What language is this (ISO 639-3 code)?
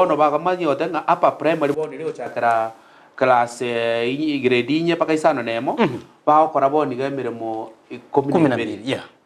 guz